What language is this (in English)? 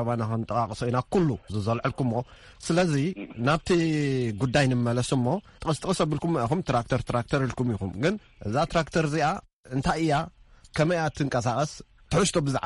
Tigrinya